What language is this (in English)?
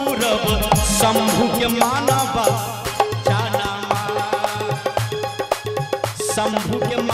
Bhojpuri